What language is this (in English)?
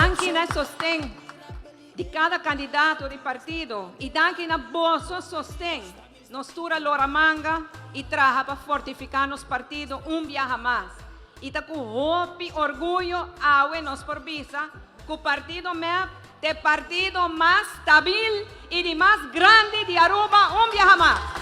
Papiamento